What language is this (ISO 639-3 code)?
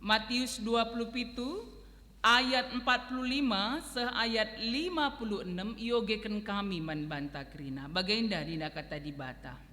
btx